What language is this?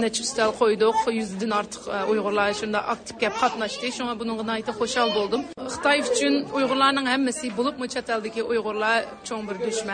Uyghur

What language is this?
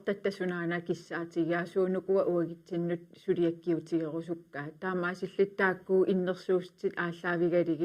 Kalaallisut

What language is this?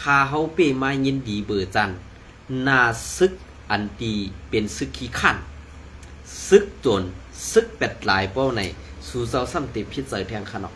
Shan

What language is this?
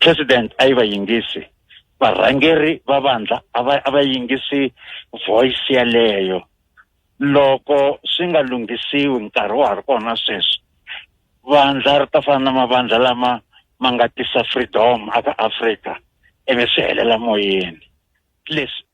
Tsonga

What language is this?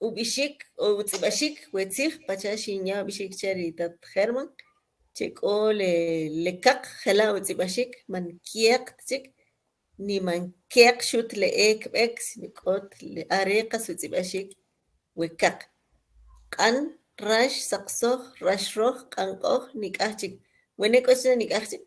Kʼicheʼ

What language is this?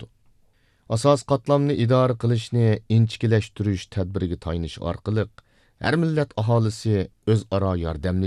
Uyghur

